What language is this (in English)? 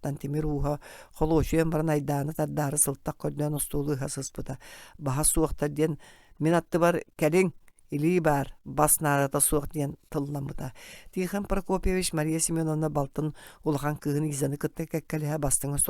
Yakut